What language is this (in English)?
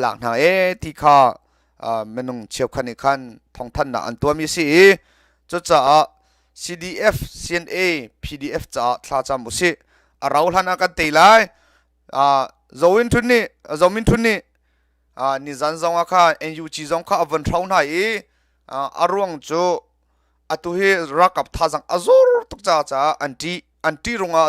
Hakha Chin